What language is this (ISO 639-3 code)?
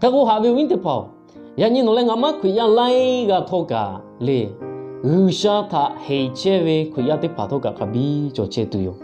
lhu